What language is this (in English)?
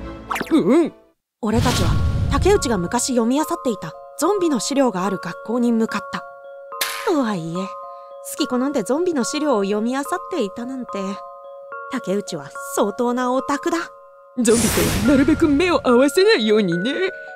Japanese